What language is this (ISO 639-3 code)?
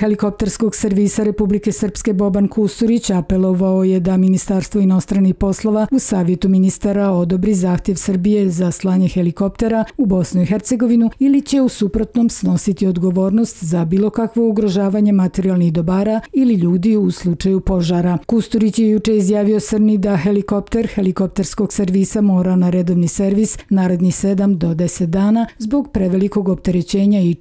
hrv